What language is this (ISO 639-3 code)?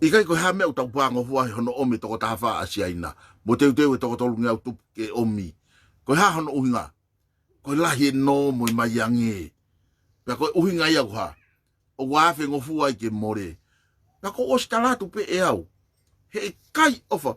ton